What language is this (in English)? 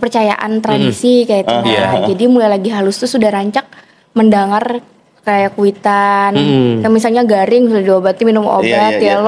Banjar